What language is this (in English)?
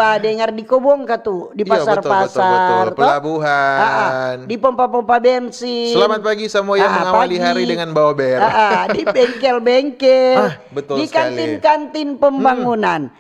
Manado Malay